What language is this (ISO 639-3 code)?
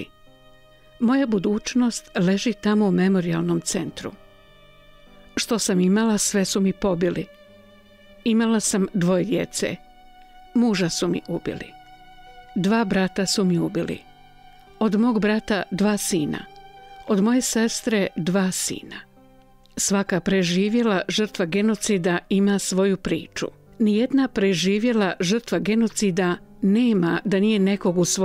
bos